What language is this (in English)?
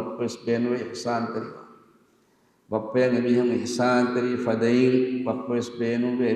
Divehi